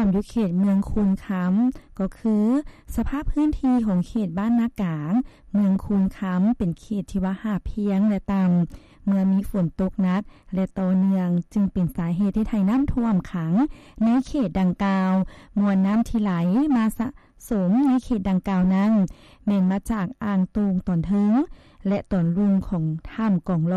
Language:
Lao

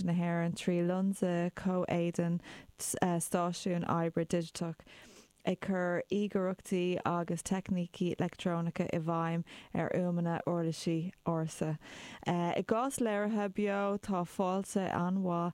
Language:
Irish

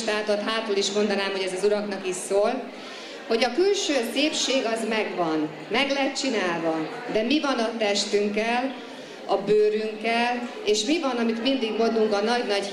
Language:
Hungarian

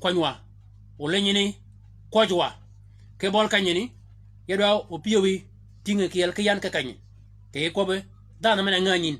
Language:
Shilluk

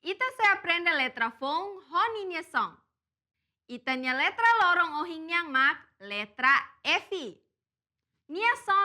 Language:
Tetum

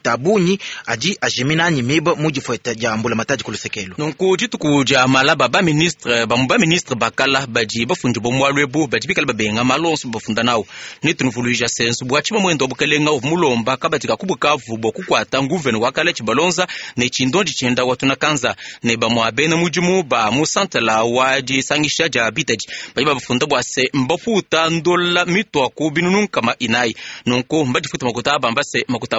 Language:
Luba-Lulua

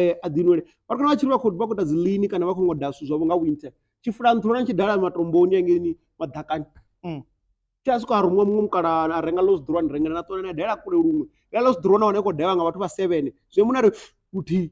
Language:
Venda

